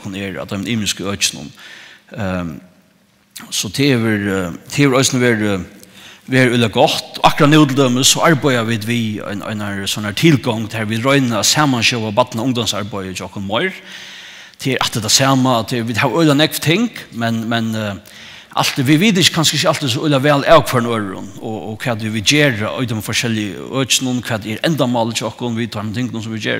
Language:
Faroese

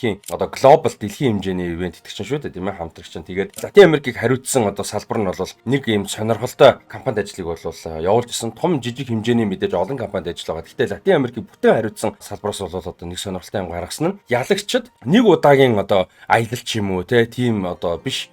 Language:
Mongolian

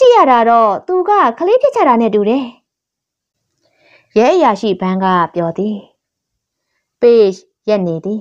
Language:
Burmese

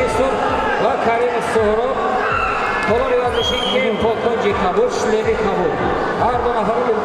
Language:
Tajik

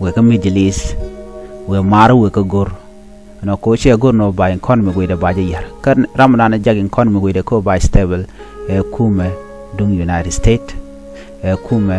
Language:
Nuer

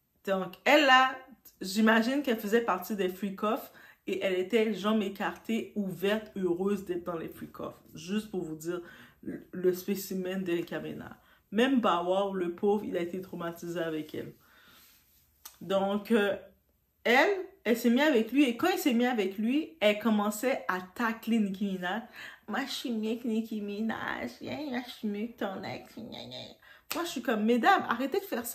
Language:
French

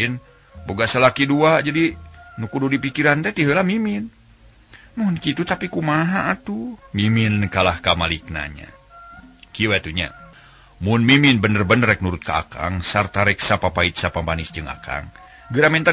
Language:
Sundanese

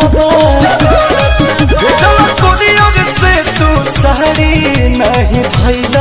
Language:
Bhojpuri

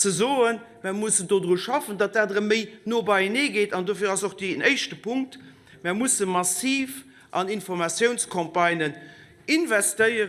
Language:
Luxembourgish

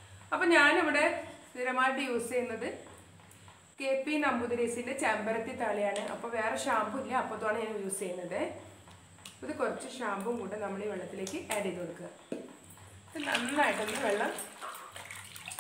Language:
Malayalam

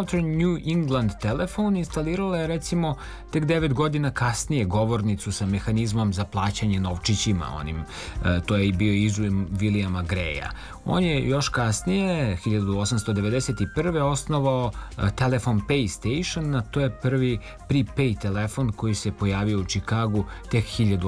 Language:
Serbian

